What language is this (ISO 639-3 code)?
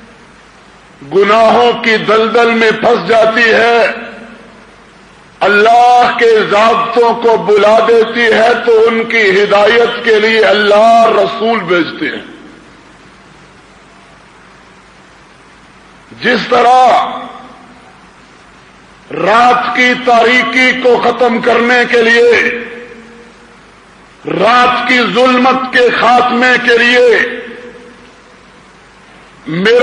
urd